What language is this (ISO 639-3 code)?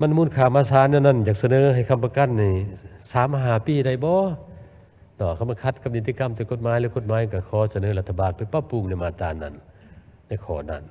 lao